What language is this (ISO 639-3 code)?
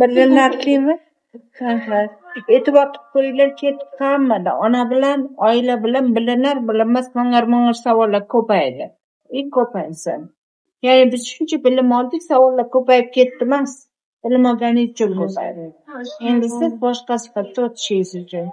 uzb